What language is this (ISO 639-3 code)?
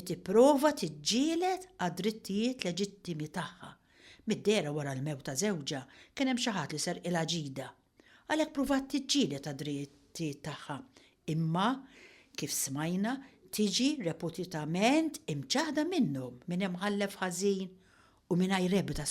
mlt